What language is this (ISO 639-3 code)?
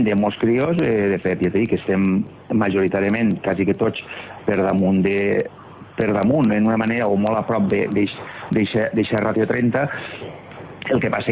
cat